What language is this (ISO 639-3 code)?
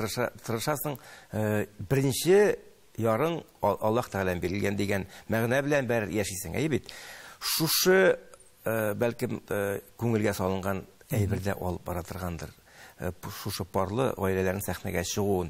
tat